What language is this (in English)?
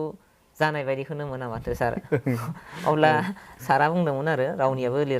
Bodo